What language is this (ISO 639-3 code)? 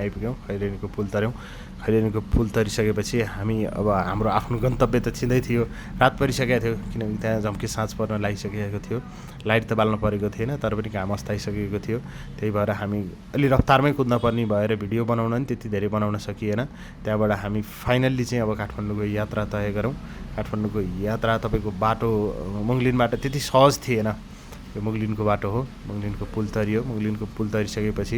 nep